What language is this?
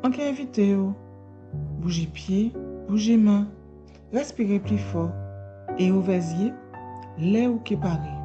Guadeloupean Creole French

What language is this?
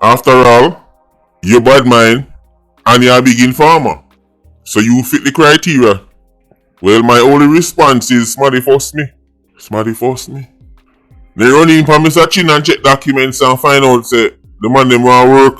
Jamaican Creole English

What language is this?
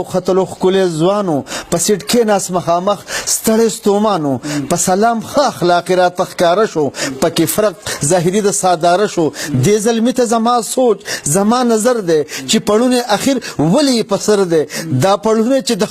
Pashto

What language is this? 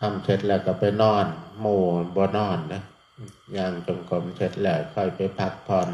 Northeastern Thai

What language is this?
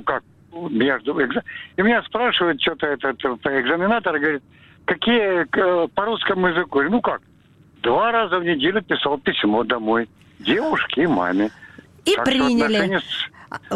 Russian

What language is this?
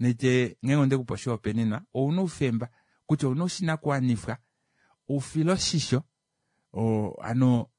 Kuanyama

